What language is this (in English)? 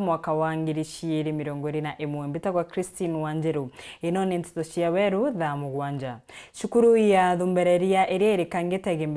Meru